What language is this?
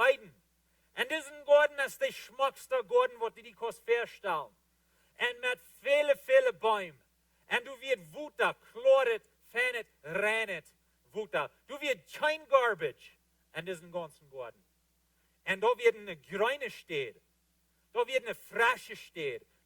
Plautdietsch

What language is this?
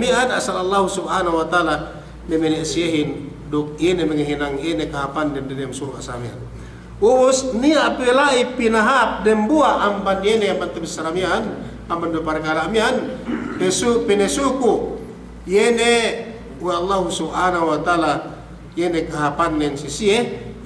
Yakan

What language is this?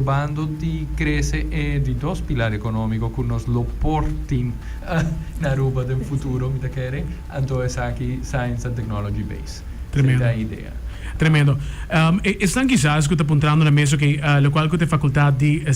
Papiamento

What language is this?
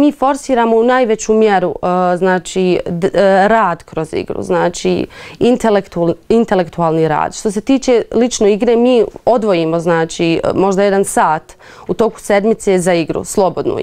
Bosnian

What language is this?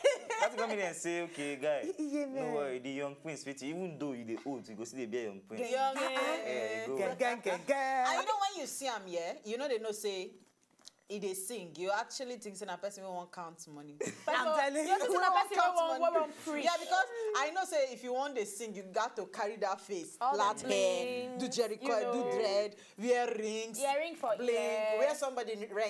Nigerian Pidgin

